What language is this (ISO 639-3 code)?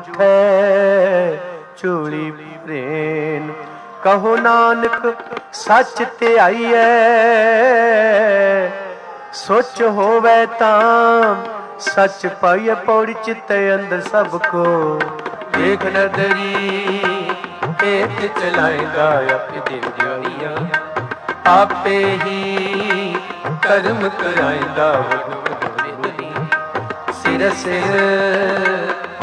pan